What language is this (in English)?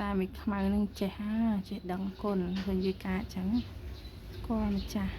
Khmer